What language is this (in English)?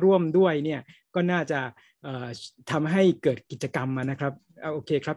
Thai